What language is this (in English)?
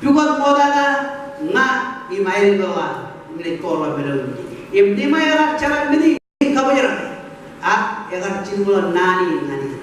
Marshallese